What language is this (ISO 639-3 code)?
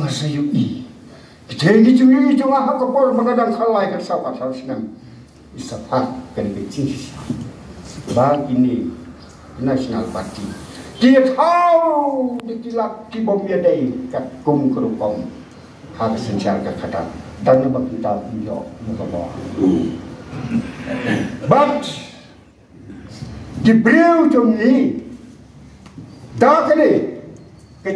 kha